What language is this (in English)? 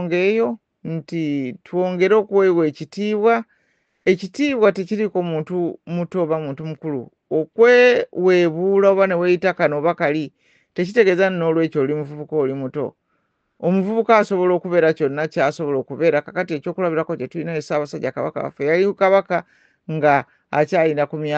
Ganda